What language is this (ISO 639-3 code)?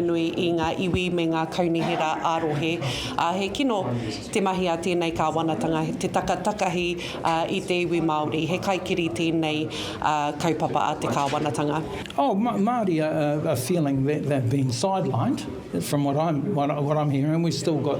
mri